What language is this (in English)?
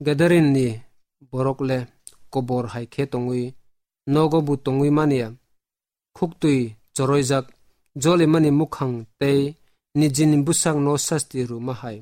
Kok Borok